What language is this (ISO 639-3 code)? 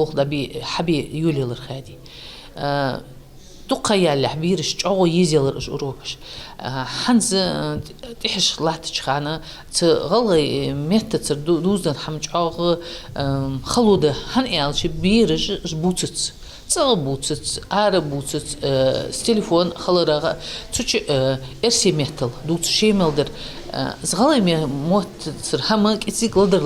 inh